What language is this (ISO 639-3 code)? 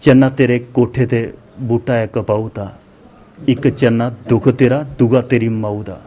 doi